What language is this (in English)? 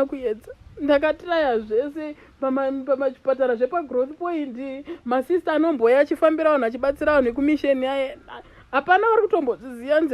Shona